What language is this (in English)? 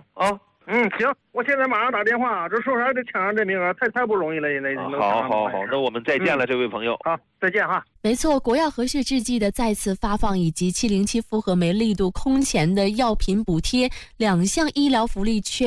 Chinese